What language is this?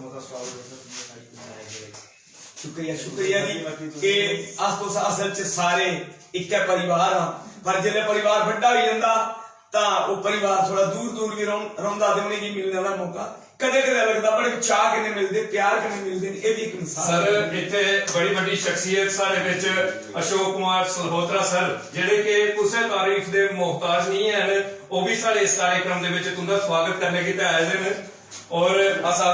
Dogri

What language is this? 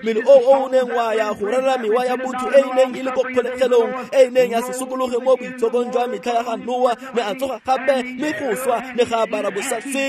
Tswana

